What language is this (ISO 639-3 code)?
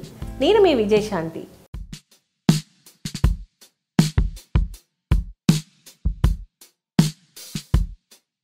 tel